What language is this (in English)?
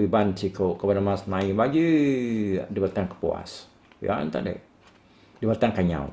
Iban